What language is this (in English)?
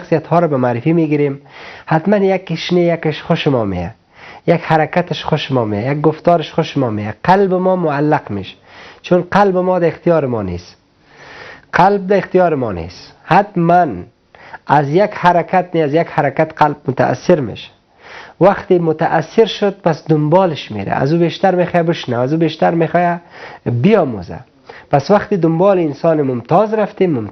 Persian